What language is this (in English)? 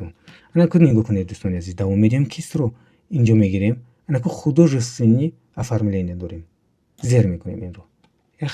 Tajik